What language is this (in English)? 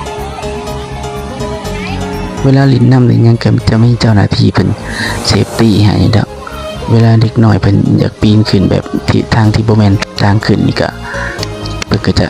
Lao